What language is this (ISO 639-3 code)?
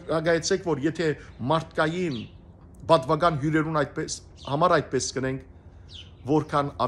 hyw